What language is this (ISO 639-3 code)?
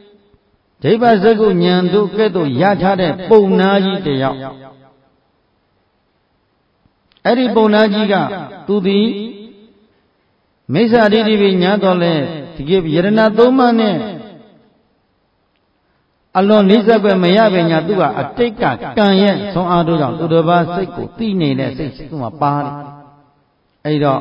mya